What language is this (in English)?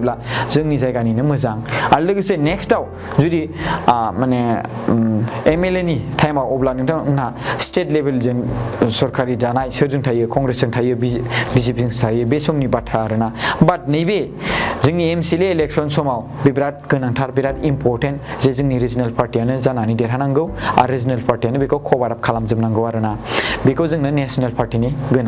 Bodo